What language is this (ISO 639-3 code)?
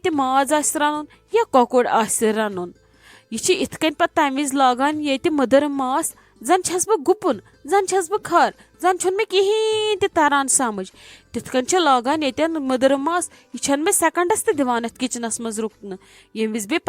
kas